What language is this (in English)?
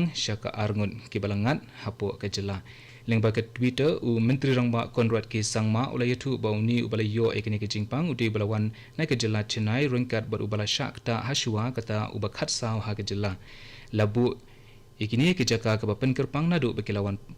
Khasi